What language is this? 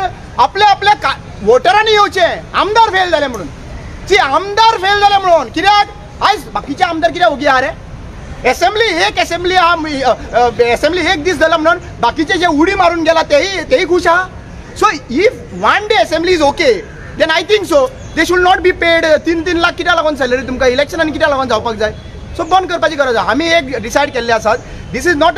Konkani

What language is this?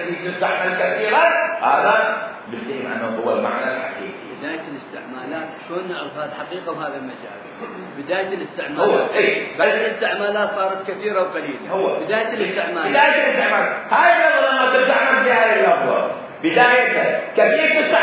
Mesopotamian Arabic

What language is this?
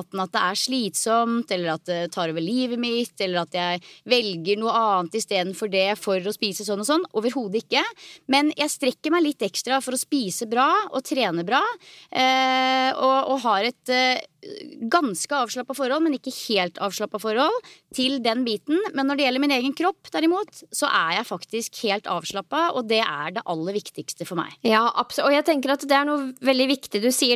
Norwegian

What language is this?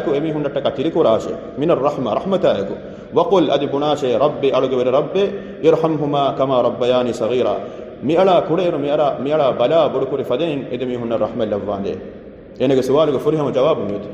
Divehi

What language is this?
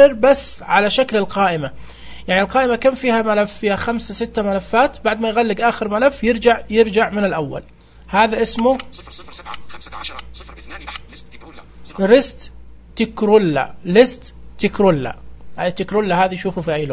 Najdi Arabic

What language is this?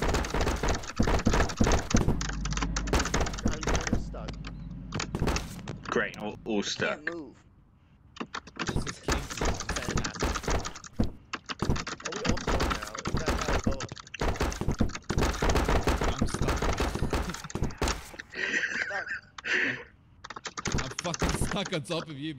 English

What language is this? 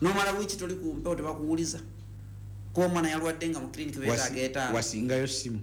Ganda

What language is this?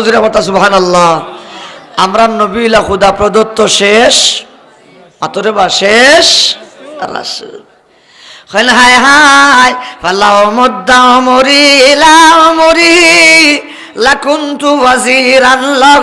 Sylheti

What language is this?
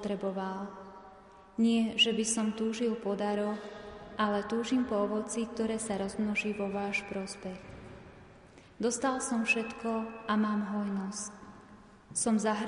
Slovak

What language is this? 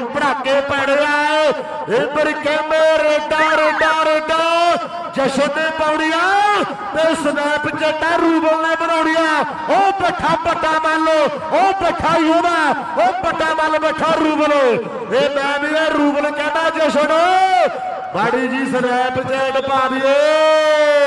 Punjabi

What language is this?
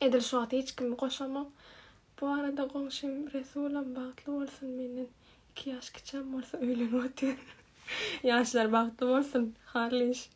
Turkmen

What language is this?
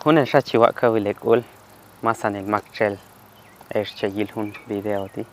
Q'anjob'al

